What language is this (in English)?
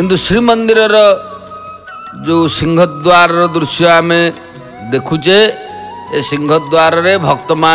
Odia